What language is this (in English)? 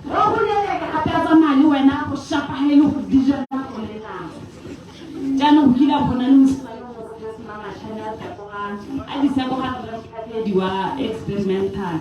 Tswana